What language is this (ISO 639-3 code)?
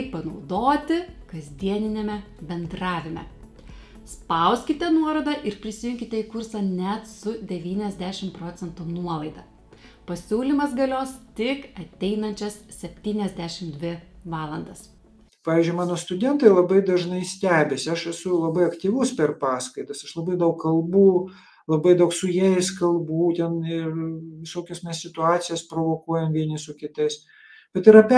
lit